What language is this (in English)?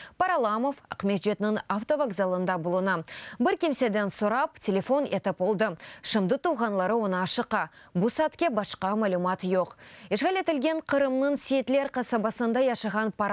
Crimean Tatar